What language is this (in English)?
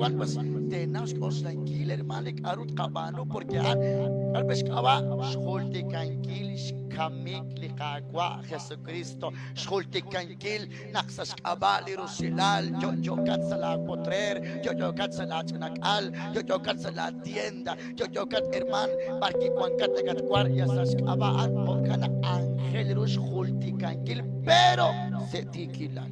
Kekchí